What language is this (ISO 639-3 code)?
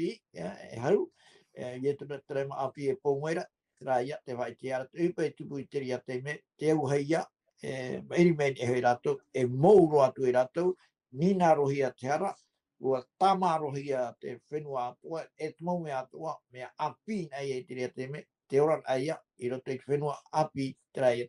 tah